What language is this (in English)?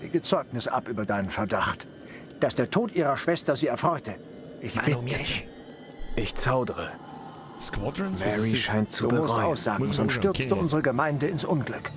Bavarian